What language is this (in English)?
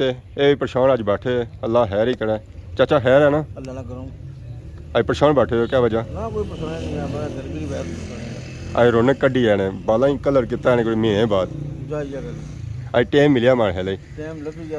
Pahari-Potwari